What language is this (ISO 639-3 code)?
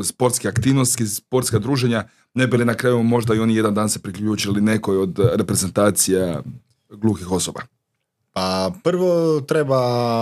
hrv